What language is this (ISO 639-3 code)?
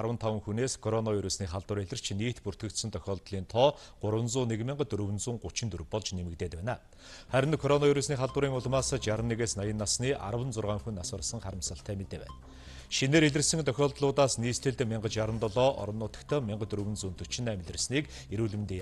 mon